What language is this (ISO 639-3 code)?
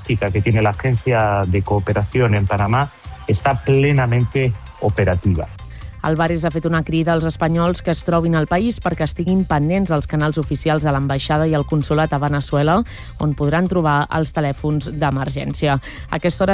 cat